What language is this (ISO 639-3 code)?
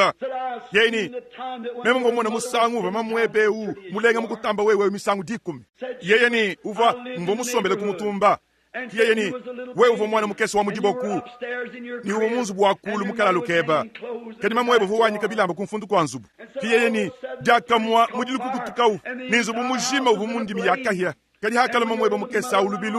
lua